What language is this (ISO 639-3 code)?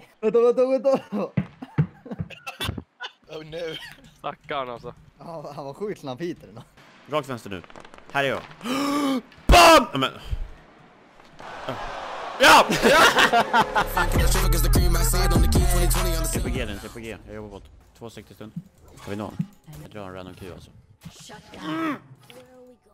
swe